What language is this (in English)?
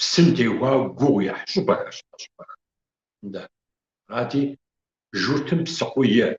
Kabardian